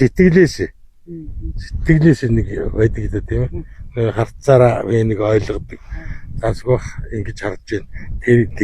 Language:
Mongolian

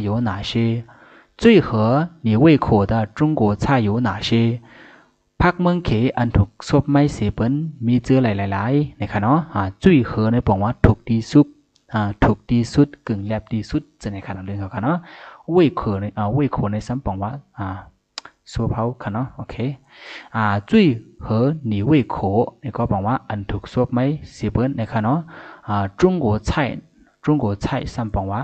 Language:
Shan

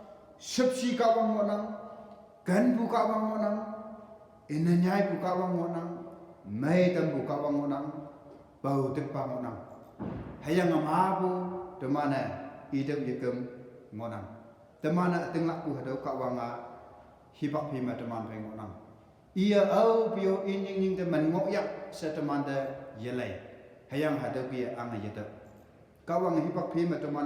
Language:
Konyak Naga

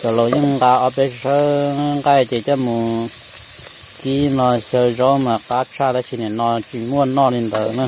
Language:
Hmong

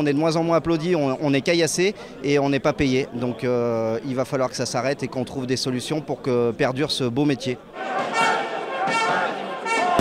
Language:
French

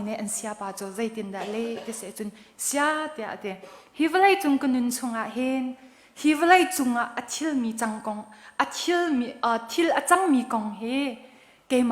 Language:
Hakha Chin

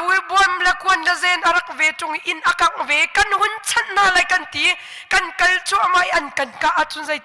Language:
Hakha Chin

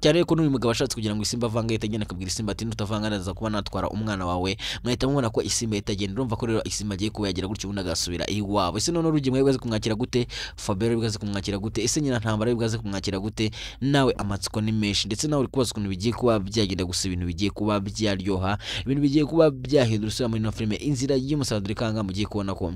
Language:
Kinyarwanda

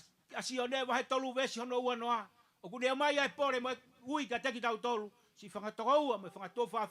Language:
Tongan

